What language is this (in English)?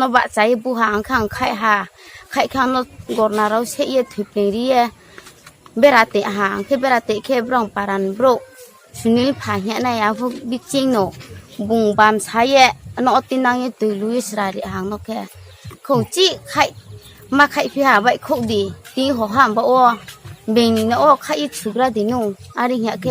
Riang (India)